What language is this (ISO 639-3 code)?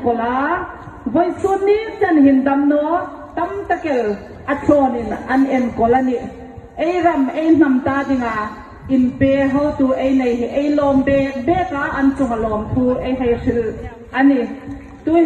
hmr